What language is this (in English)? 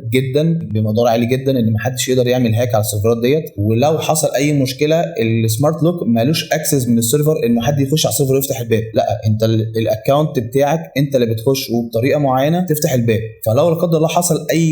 Egyptian Arabic